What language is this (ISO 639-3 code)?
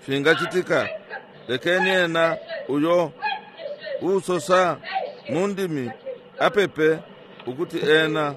bem